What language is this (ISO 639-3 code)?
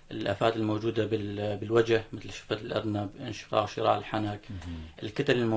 apc